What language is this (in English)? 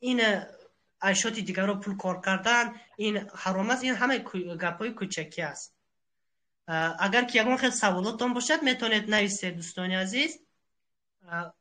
Tajik